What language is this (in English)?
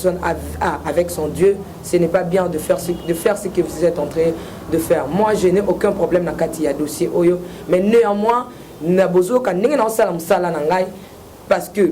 Lingala